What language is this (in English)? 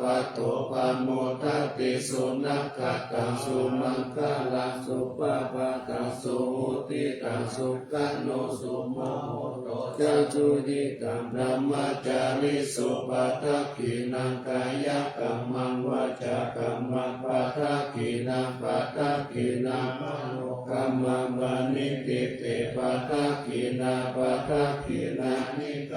Pali